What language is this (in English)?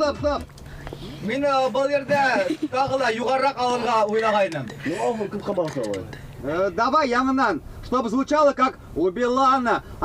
Bashkir